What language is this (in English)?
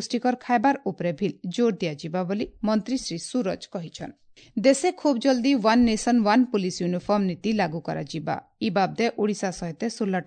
Odia